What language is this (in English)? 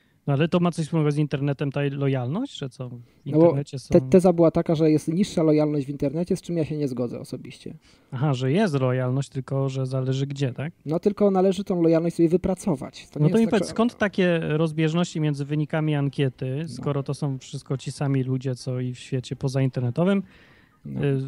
Polish